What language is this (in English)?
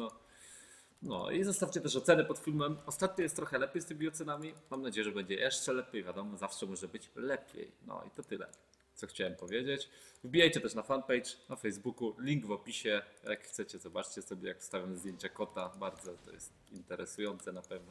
Polish